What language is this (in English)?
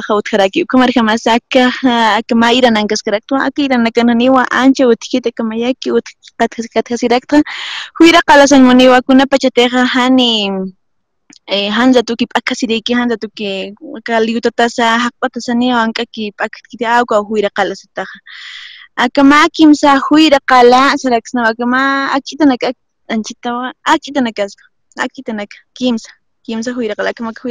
Aymara